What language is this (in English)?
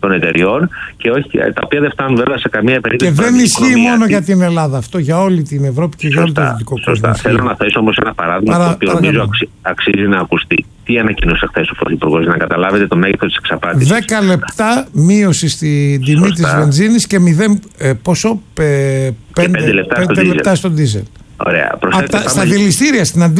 Greek